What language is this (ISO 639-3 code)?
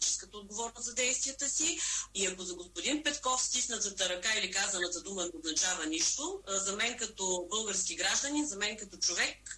bul